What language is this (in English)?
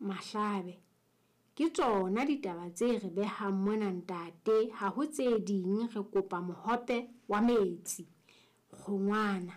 Southern Sotho